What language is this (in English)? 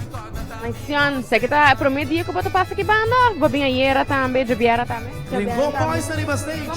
Papiamento